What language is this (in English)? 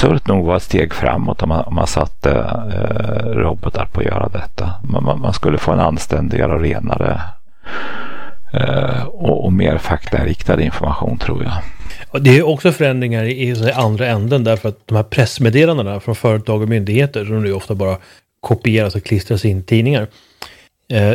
Swedish